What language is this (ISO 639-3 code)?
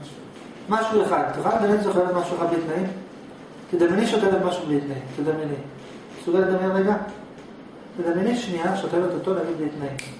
heb